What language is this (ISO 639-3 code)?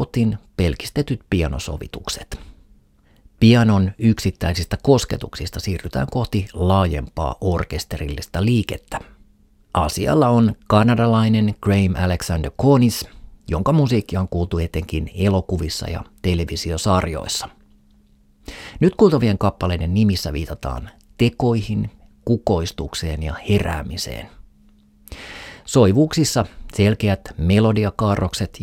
fin